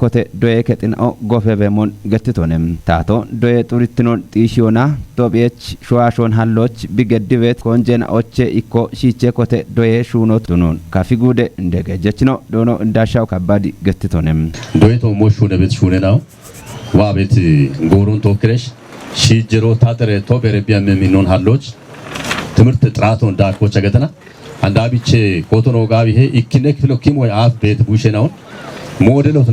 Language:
Kafa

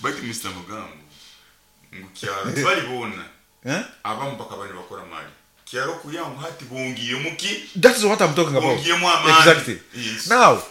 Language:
Nyoro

